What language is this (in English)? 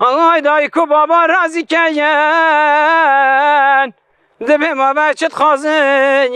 Kurdish